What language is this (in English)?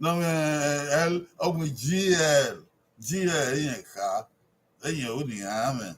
Bini